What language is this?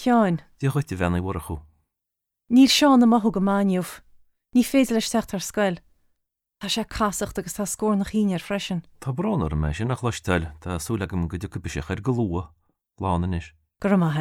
Irish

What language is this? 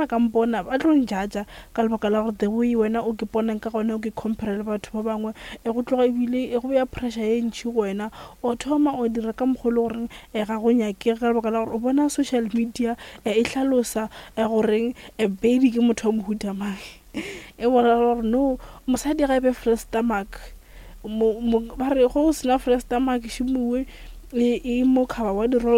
Northern Sotho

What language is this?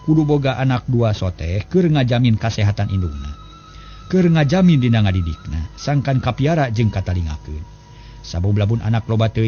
Sundanese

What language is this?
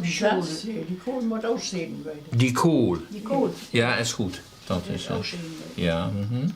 Western Frisian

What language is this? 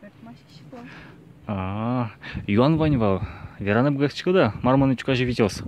Udmurt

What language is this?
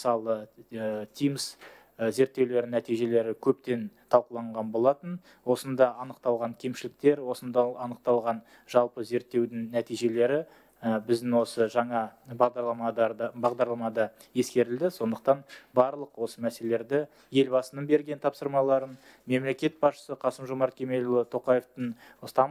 Kazakh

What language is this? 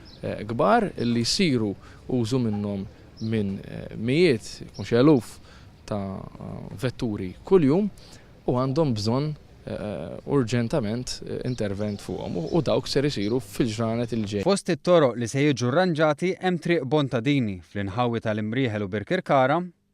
Maltese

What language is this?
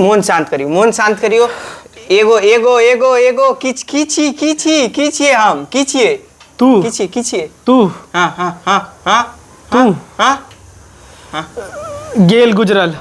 Maithili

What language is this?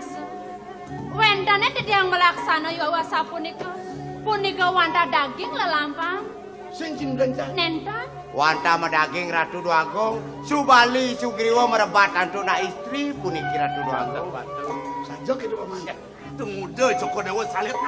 Balinese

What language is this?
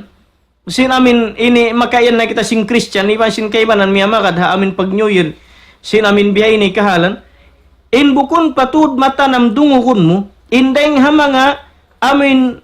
Tausug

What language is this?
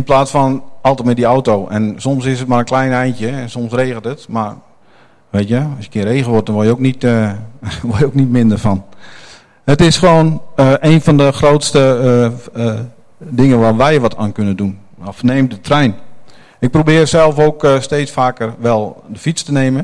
Dutch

